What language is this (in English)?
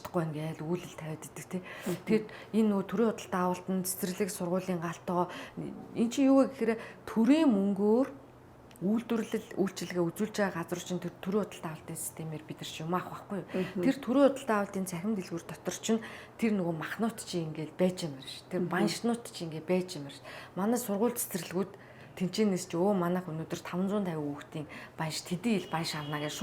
Mongolian